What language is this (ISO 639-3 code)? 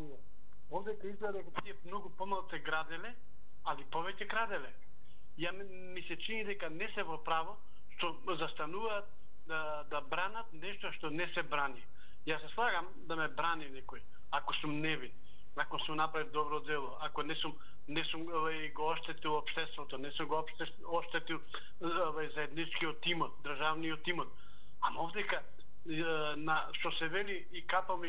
mkd